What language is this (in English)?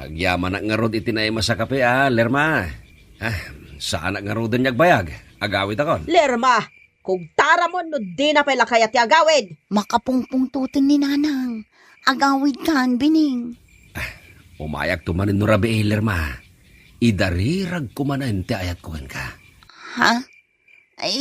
Iloko